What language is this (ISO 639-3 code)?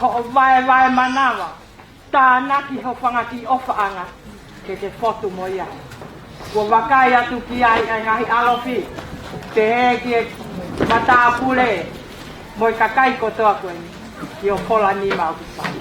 ton